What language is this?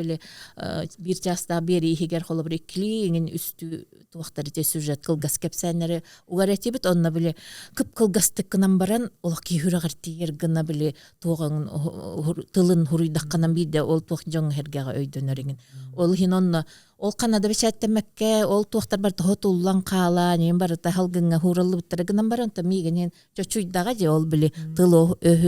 Yakut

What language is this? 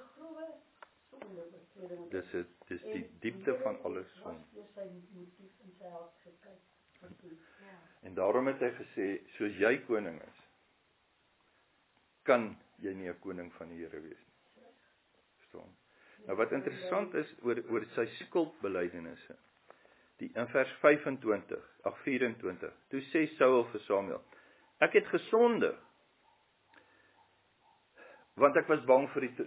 Afrikaans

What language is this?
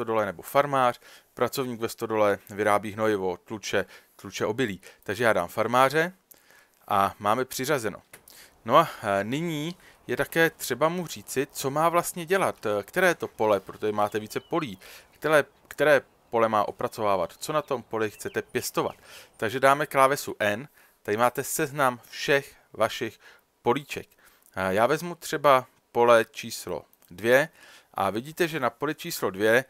Czech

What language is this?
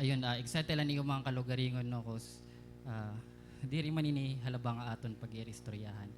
Waray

